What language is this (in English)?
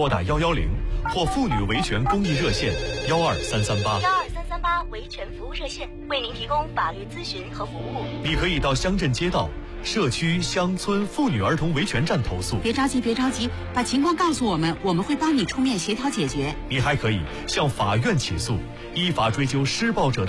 Chinese